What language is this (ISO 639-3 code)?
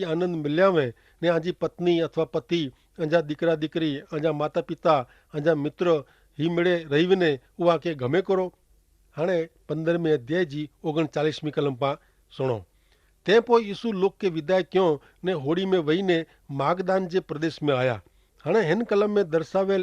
kfr